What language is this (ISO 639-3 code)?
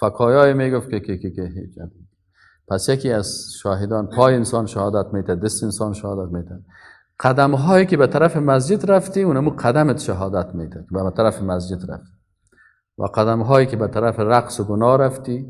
fas